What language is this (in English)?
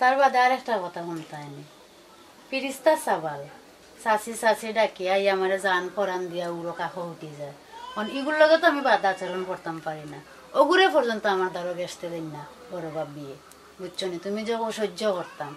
Sylheti